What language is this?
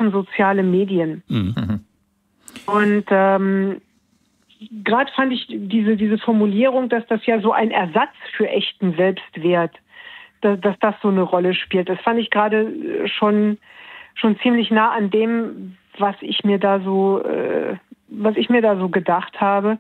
German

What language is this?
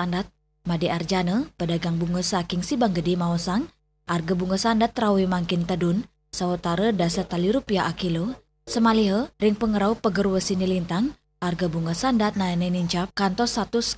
Balinese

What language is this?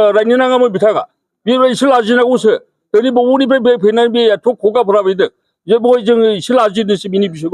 Bodo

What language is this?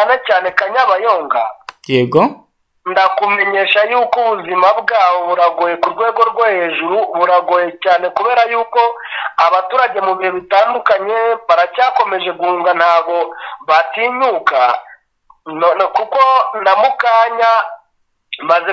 Kinyarwanda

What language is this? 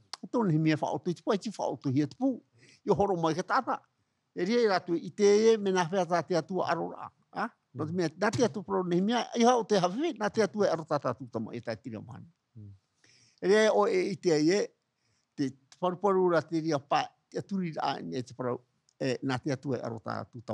Tahitian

